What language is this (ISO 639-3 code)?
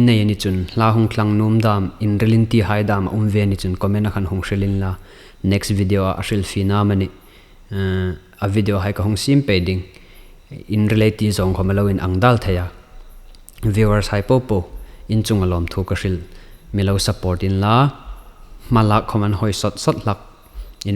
hmr